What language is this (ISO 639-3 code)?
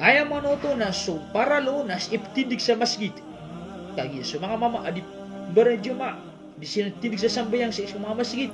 mrw